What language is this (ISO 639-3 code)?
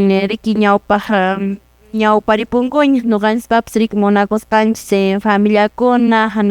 que